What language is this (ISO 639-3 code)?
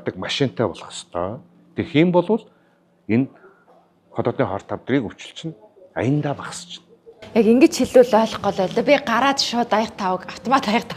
mon